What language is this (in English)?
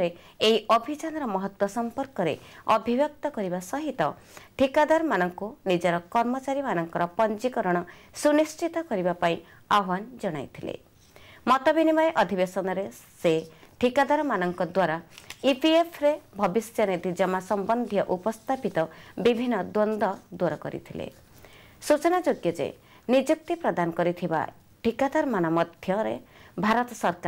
Odia